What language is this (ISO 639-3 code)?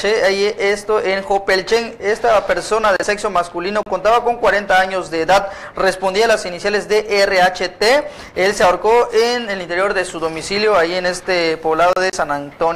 spa